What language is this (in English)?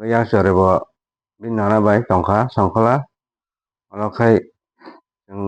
Kok Borok